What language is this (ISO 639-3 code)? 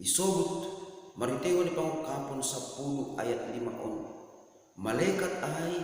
bts